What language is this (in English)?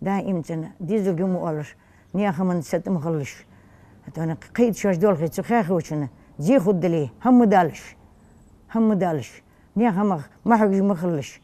Ingush